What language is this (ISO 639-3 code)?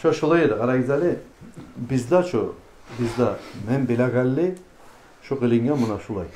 kum